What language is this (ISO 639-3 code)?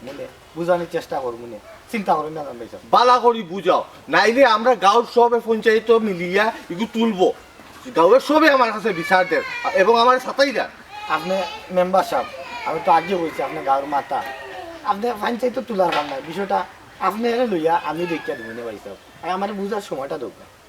syl